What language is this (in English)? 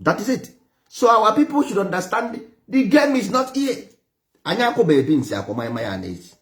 Igbo